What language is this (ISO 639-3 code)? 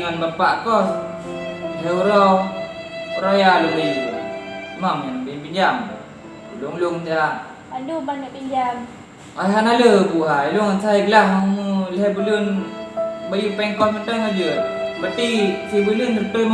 ace